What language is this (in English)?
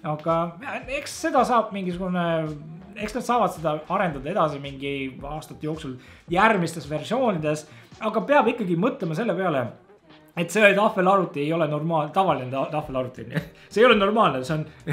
Estonian